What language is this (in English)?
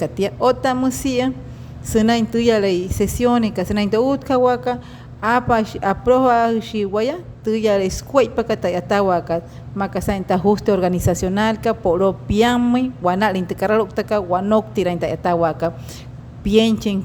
Wayuu